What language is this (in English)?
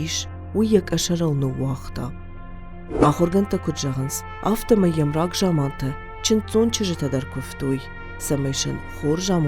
Ossetic